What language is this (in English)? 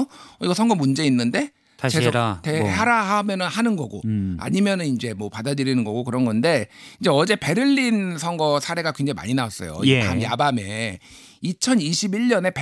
Korean